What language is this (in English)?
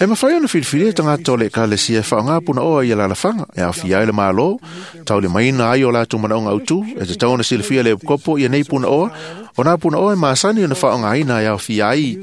Samoan